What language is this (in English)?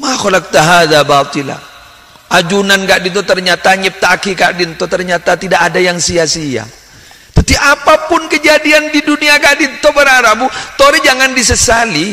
Madurese